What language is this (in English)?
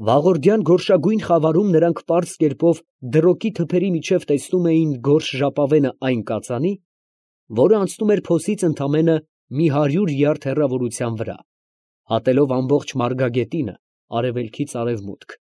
Armenian